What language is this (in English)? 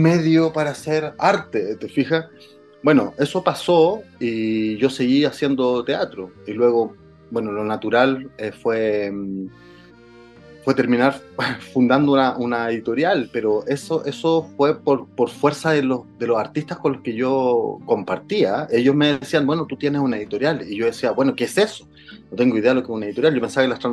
Spanish